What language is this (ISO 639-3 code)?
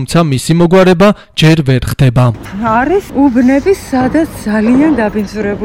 kat